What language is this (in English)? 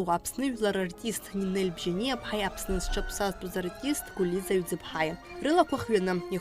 Abkhazian